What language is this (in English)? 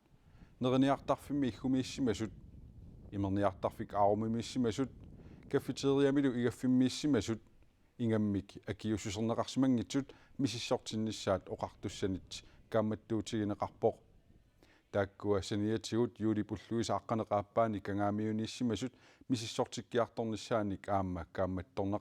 Kalaallisut